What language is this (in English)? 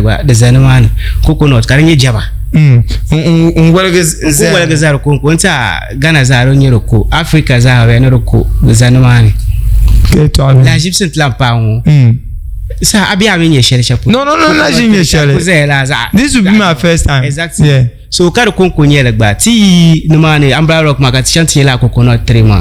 Dagbani